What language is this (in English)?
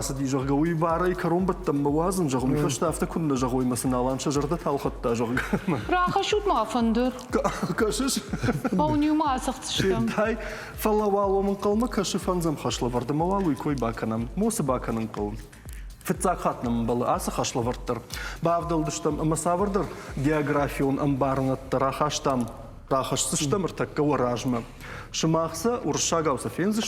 Ossetic